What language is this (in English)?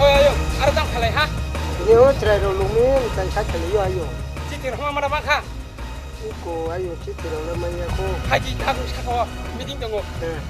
Riang (India)